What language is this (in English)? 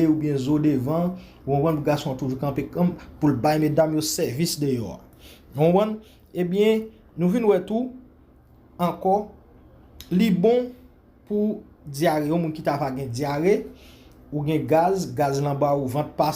Haitian Creole